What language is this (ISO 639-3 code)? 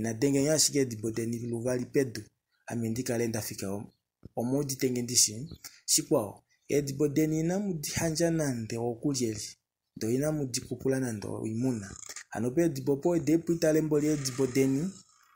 kua